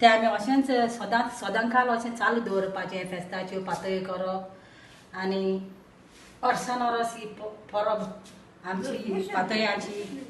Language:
Konkani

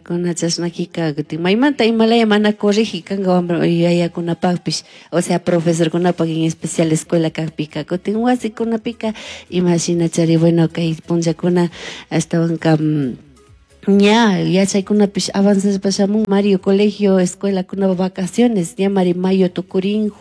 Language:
Chimborazo Highland Quichua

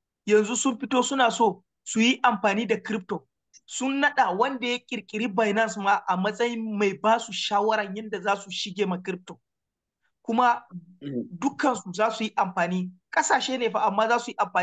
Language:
Hausa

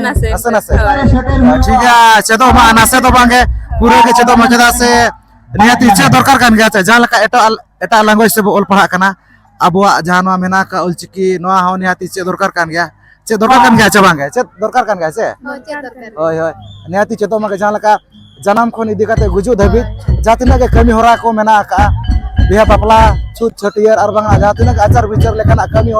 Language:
Santali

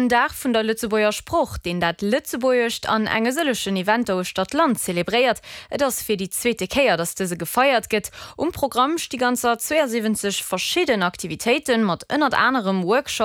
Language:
Luxembourgish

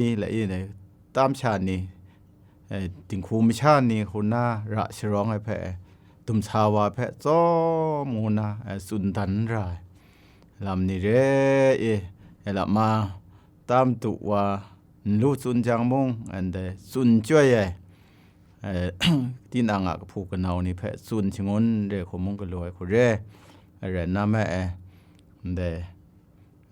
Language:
Kachin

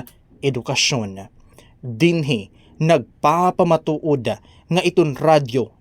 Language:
Waray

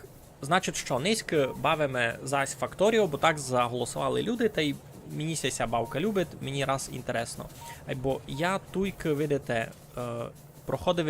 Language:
Rusyn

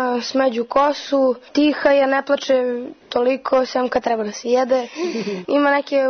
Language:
Serbian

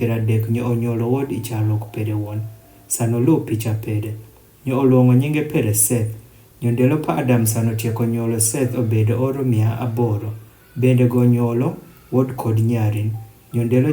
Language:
Adhola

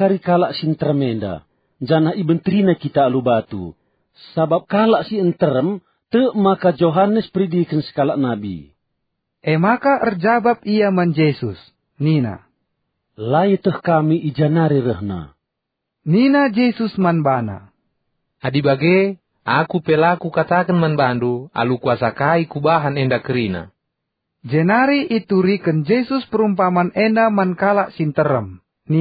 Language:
Batak Karo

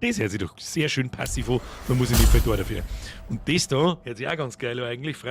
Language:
Bavarian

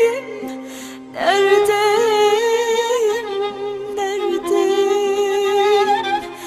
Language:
Turkish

